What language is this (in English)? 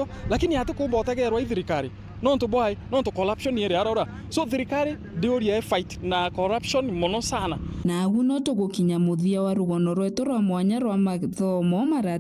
Meru